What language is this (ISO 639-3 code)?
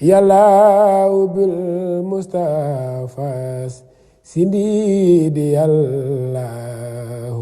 wol